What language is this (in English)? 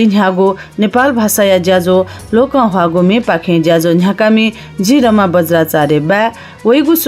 Newari